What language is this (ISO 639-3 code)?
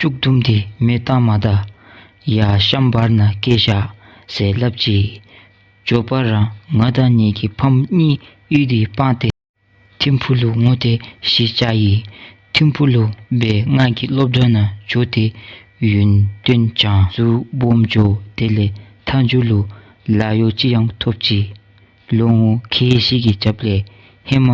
dzo